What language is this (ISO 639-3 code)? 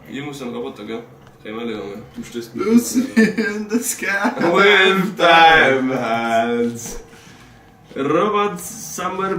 bar